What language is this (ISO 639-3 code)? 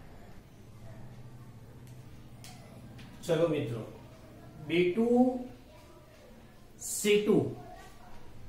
guj